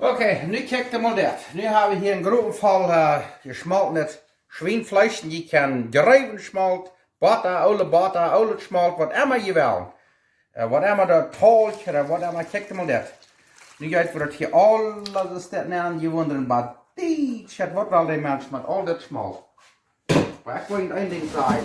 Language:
Plautdietsch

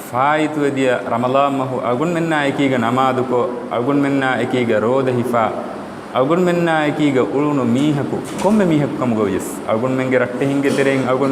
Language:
Divehi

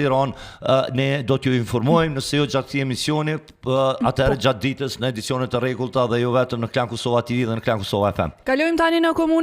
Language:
Albanian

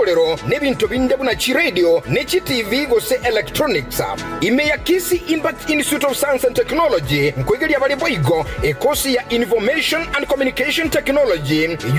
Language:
Gusii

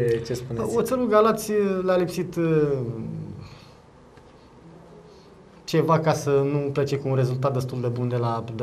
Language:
Romanian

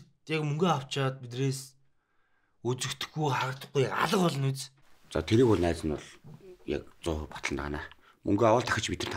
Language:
Mongolian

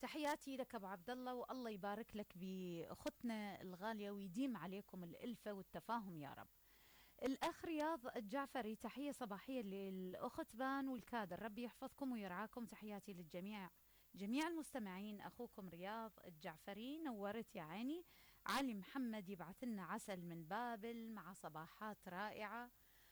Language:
Mesopotamian Arabic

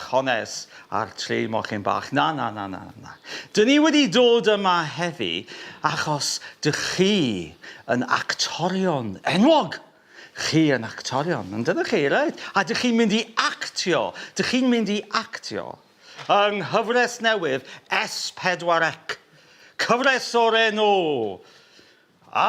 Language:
Welsh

